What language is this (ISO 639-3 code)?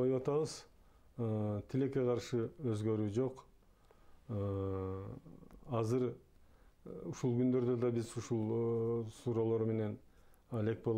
kir